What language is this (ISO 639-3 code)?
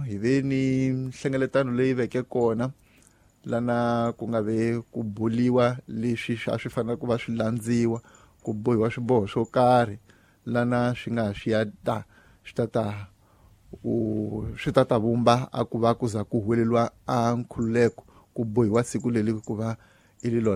tso